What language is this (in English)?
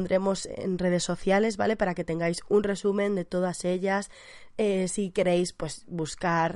Spanish